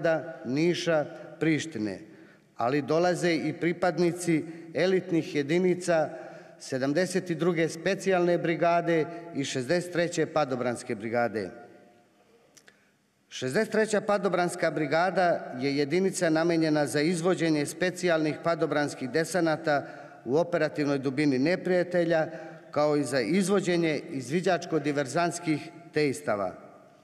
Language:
Serbian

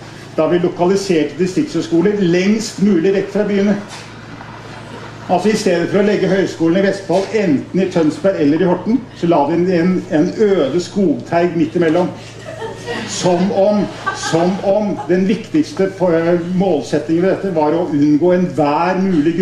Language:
Norwegian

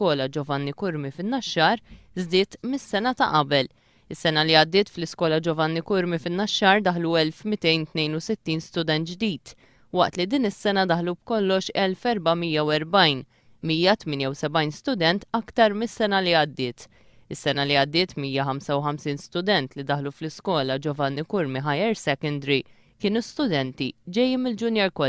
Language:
Maltese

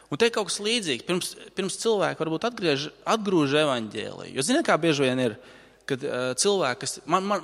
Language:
Latvian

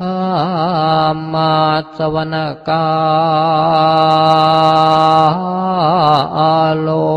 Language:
Pali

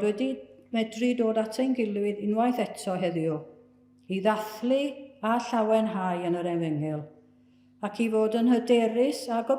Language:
Welsh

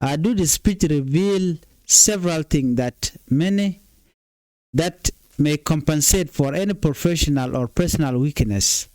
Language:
Nuer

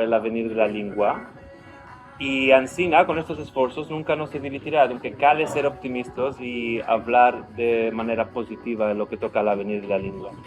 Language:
Ladino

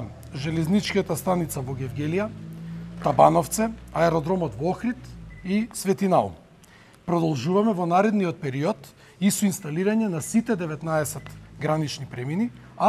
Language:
Macedonian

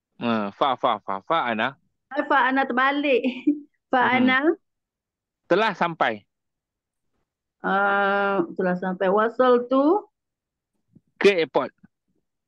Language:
Malay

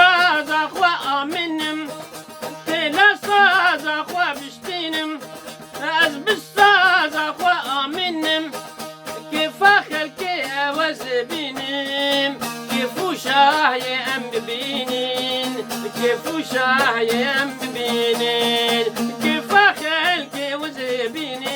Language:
Kurdish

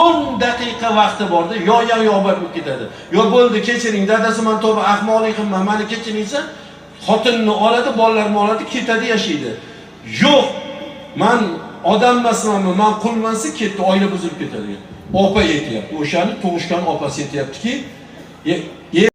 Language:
Uzbek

